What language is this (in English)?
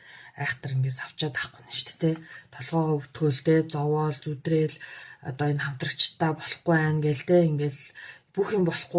Mongolian